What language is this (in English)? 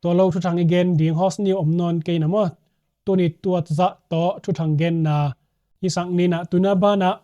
Tedim Chin